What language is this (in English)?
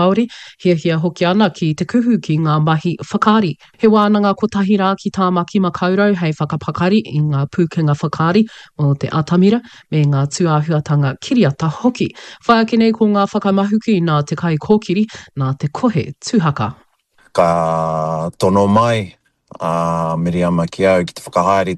Māori